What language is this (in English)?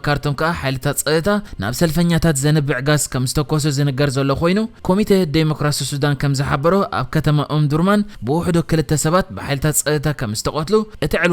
Tigrinya